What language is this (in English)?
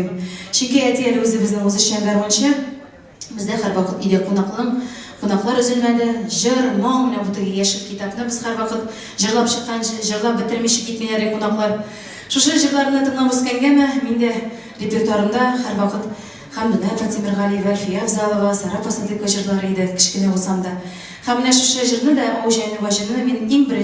Tatar